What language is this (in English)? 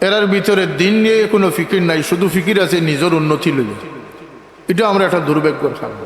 Sylheti